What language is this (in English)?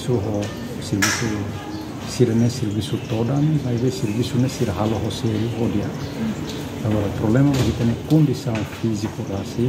Tetum